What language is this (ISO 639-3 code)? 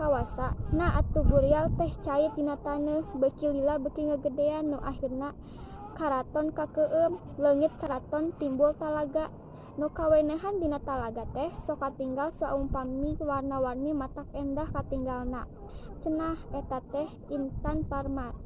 sun